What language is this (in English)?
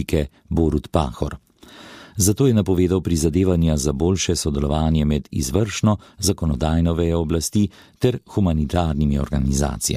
Slovenian